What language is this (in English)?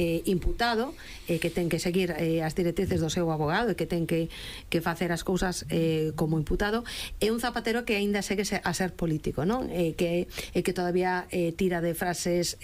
Galician